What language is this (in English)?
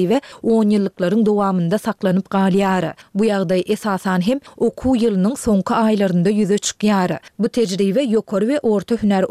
Turkmen